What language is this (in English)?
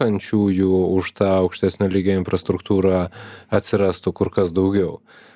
Lithuanian